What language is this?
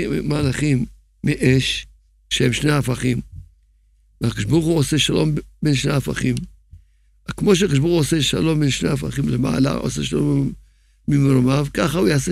Hebrew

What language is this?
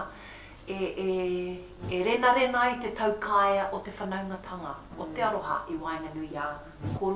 Māori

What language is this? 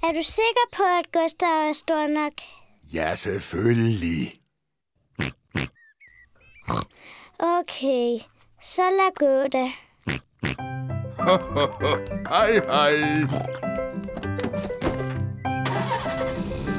Danish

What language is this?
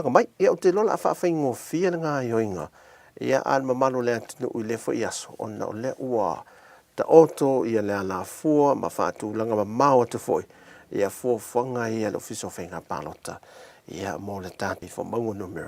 Samoan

